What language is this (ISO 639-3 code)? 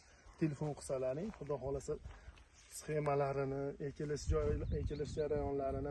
uzb